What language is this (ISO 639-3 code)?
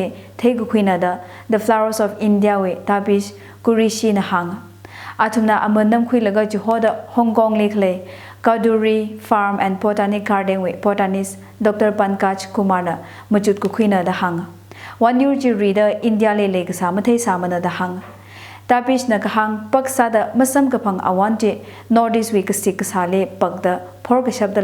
nmf